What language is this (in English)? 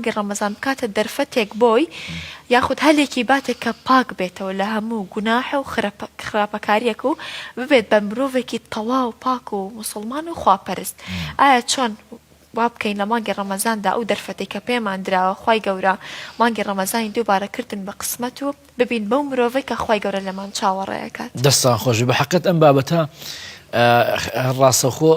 Central Kurdish